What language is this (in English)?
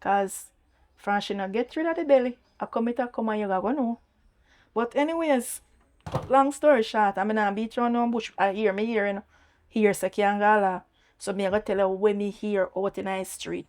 Jamaican Creole English